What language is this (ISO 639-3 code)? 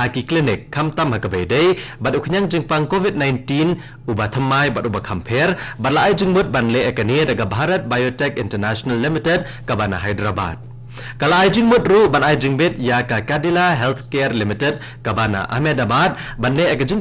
kha